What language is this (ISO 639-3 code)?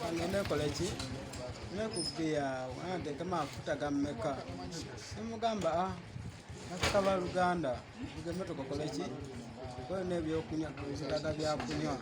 lug